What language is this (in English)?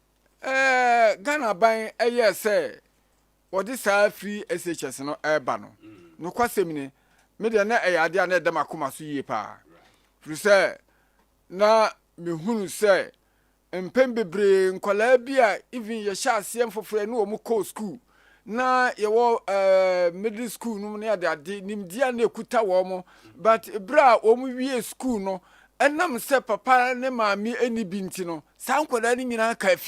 Akan